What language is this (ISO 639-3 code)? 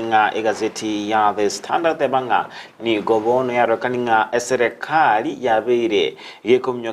guz